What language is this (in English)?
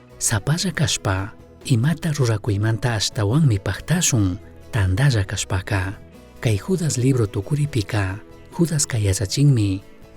Chimborazo Highland Quichua